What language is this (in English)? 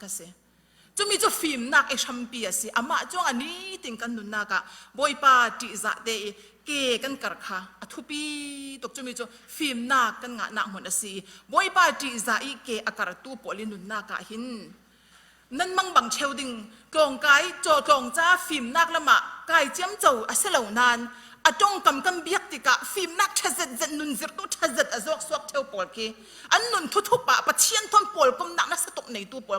Falam Chin